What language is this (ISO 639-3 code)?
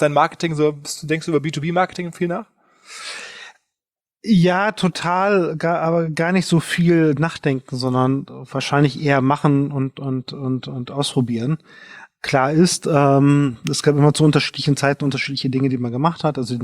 deu